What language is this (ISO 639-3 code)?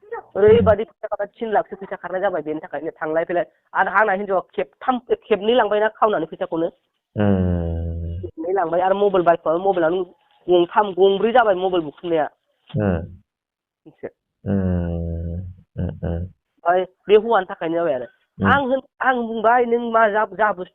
brx